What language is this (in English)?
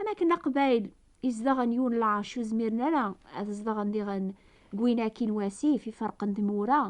Kabyle